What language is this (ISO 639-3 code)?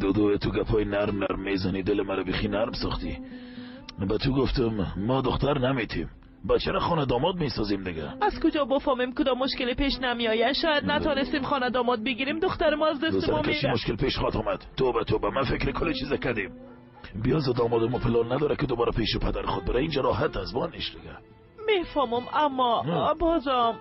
fas